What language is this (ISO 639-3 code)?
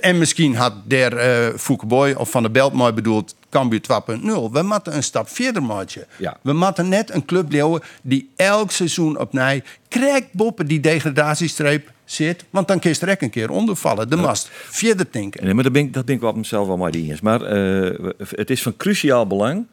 fry